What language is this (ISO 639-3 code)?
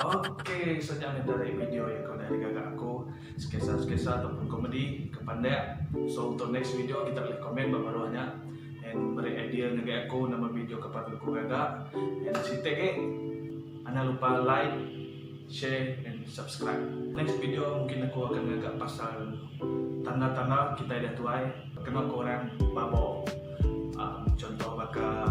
iba